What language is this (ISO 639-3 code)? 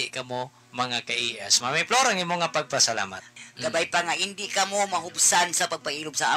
hil